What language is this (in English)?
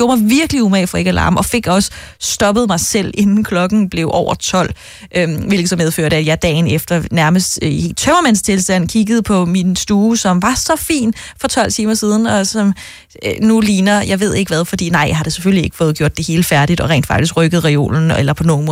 Danish